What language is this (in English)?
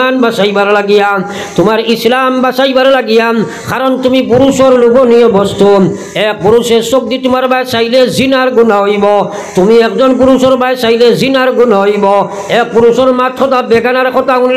Sylheti